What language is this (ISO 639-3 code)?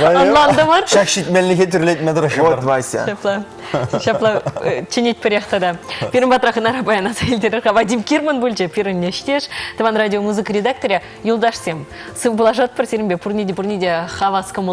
chv